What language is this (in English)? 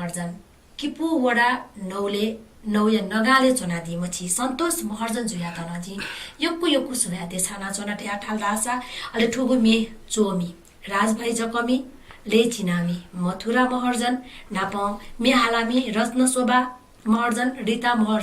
Newari